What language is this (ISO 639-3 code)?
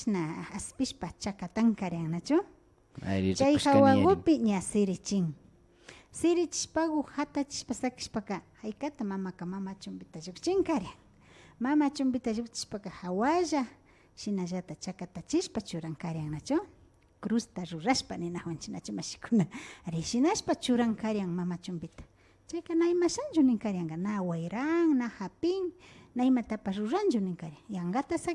qvi